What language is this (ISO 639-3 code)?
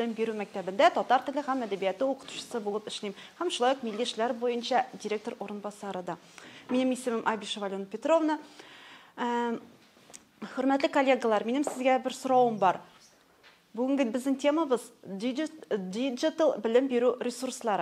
tat